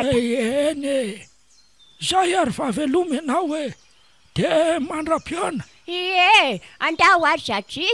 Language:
Malagasy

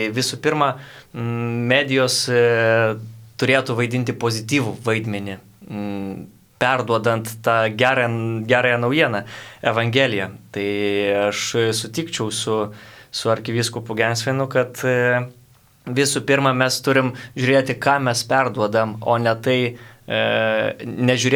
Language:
Lithuanian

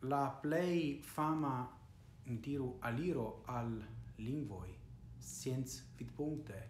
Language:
Esperanto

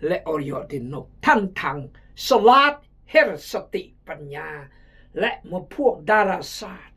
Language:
Khmu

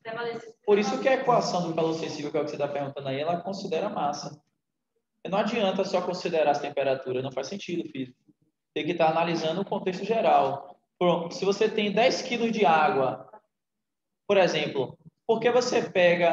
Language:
Portuguese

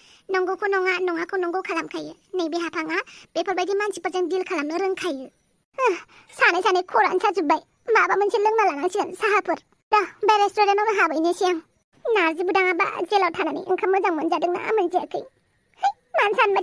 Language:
Bodo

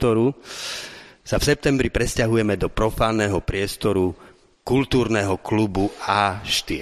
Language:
Slovak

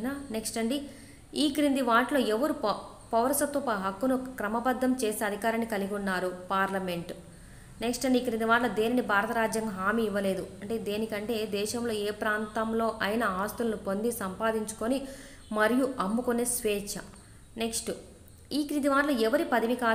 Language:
Telugu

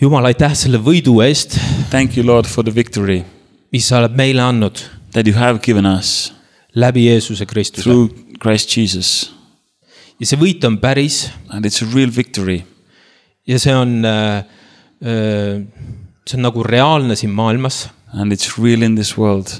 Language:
Estonian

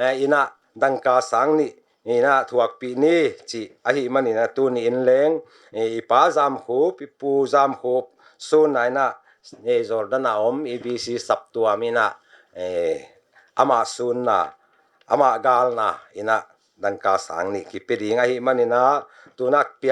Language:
Paite Chin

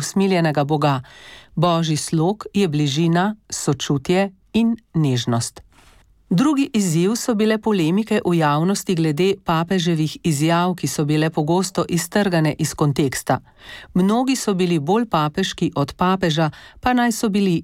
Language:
Slovenian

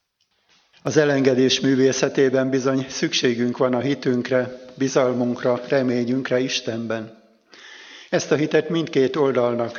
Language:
Hungarian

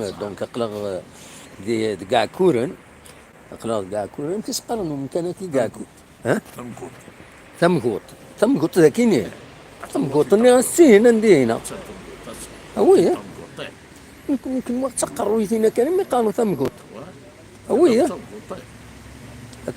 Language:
Kabyle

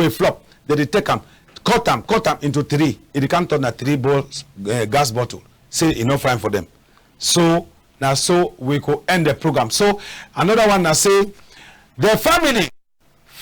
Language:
Cameroon Pidgin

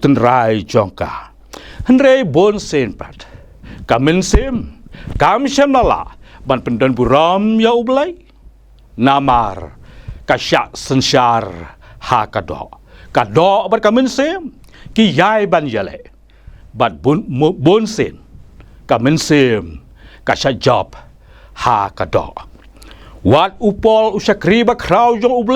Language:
Khasi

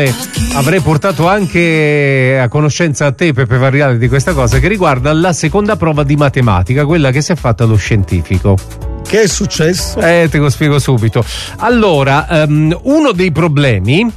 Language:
Italian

